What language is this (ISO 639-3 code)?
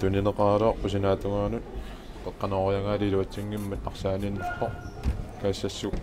kal